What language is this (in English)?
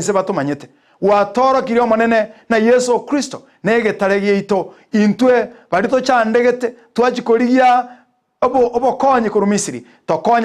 Gusii